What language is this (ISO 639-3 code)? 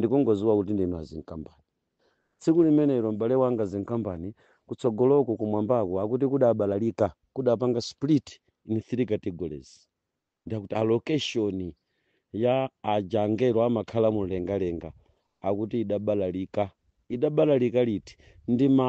nya